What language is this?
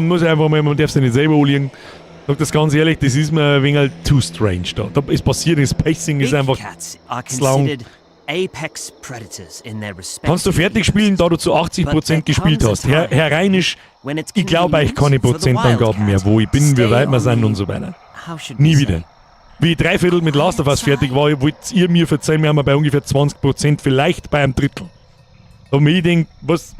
Bavarian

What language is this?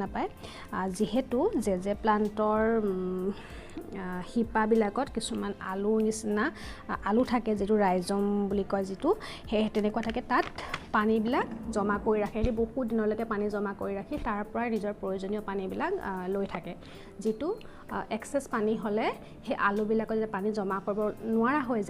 Assamese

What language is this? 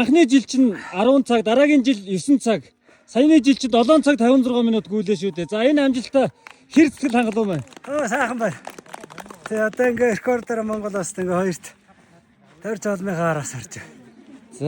Mongolian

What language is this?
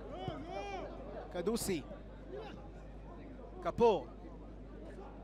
Hebrew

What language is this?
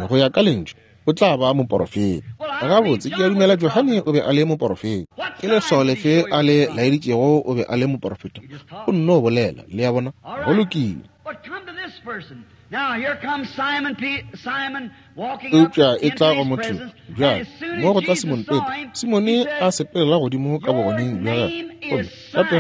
Northern Sotho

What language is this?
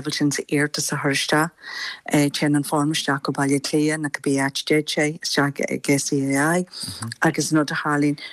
Irish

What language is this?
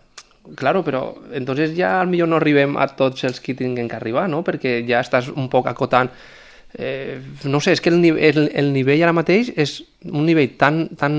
Catalan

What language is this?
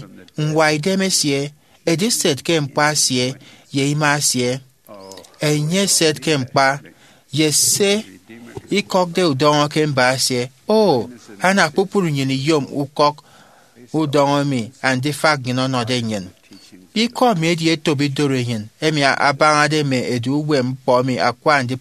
Efik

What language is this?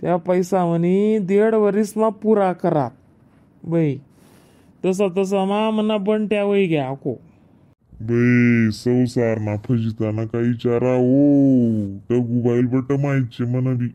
Khandesi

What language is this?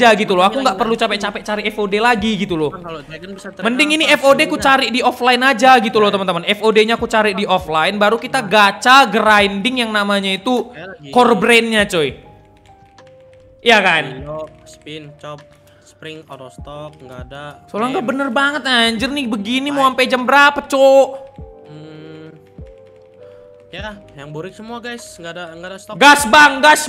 Indonesian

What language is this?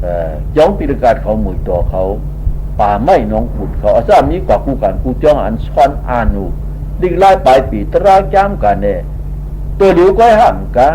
Shan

